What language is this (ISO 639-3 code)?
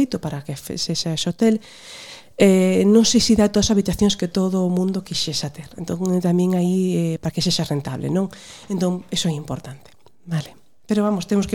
glg